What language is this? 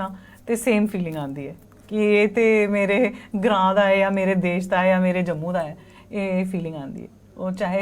Dogri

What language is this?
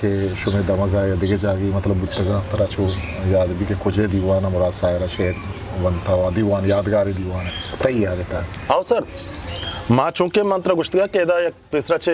Eastern Balochi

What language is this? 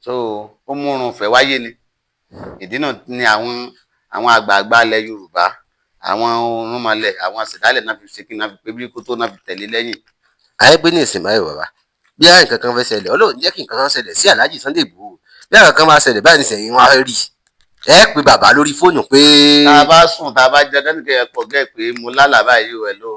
Yoruba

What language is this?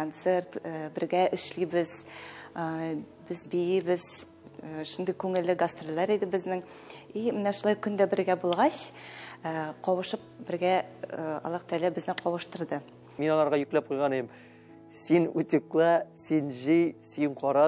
Tatar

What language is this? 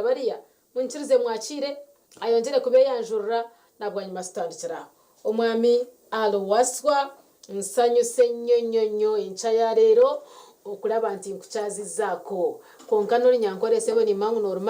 Nyankole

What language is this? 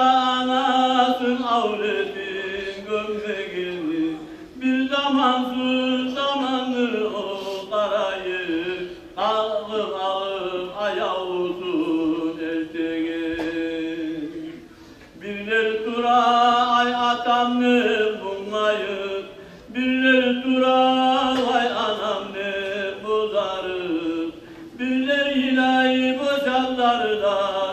Kumyk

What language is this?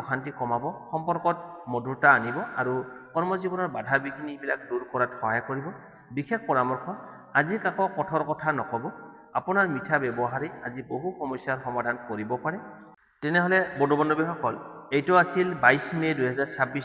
Assamese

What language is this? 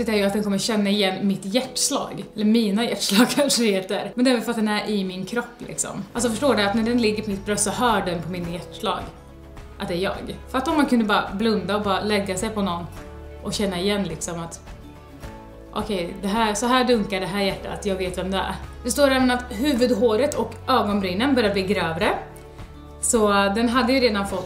Swedish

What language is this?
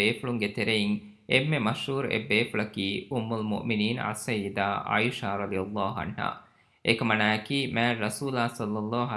Divehi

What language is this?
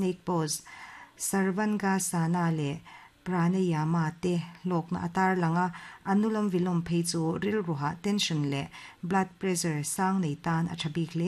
Mizo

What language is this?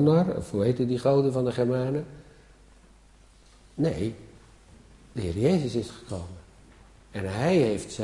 Dutch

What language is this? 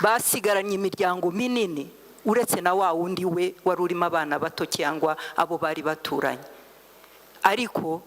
Kinyarwanda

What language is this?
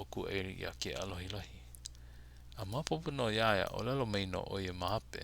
Hawaiian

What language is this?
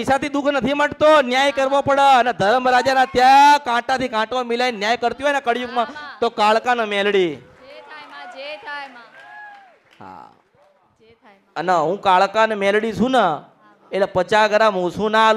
Gujarati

